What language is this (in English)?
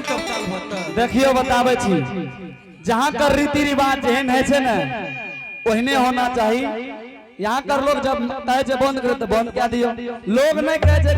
Angika